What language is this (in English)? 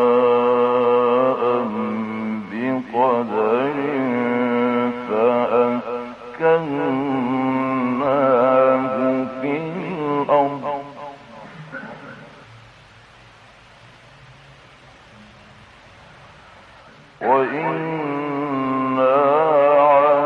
Arabic